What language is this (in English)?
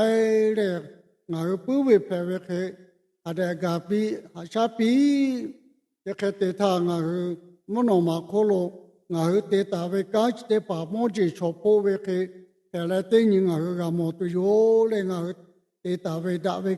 Lahu